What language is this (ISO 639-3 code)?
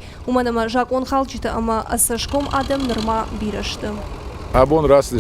oss